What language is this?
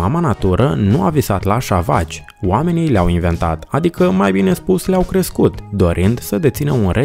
Romanian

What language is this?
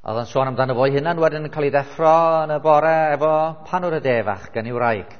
Welsh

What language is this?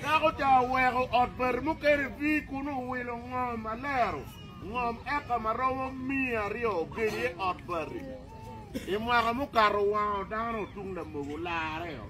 Acoli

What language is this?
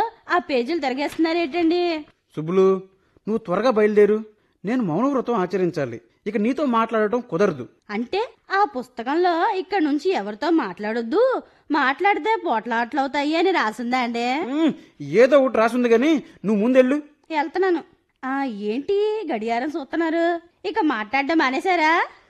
Telugu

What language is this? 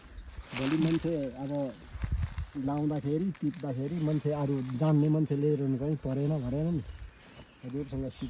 Nepali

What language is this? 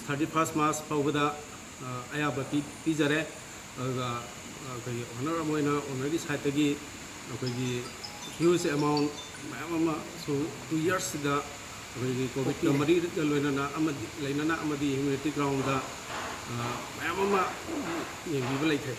Manipuri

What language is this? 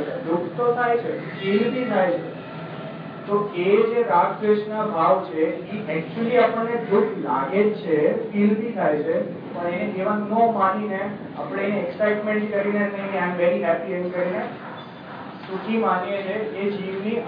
Gujarati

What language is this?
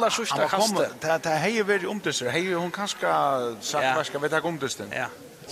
Faroese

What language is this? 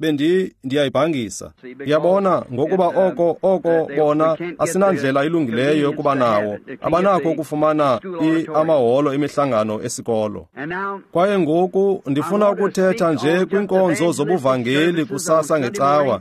Xhosa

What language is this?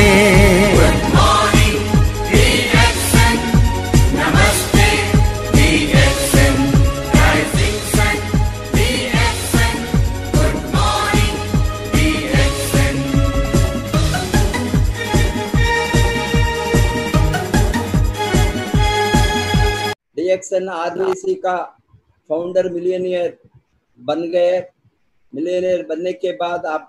Hindi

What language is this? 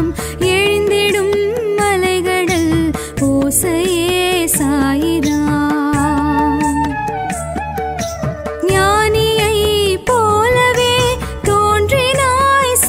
Tamil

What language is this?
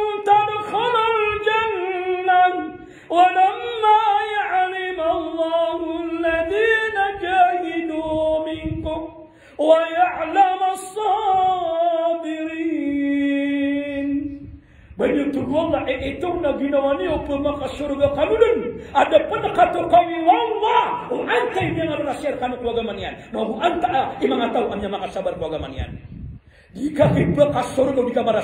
Maranao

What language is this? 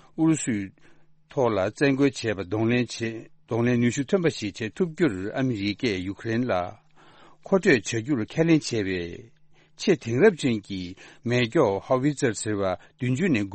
Tibetan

